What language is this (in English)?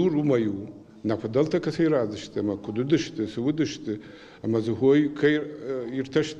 Ossetic